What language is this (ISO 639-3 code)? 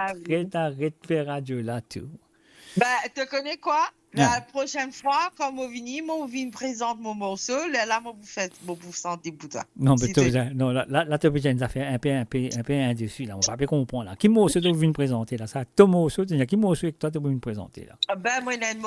mfe